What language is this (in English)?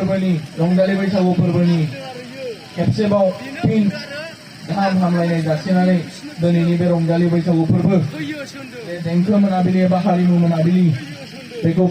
Bodo